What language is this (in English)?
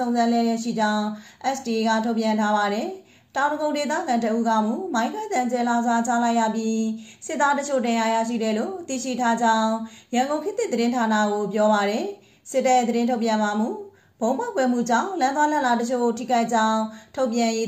Burmese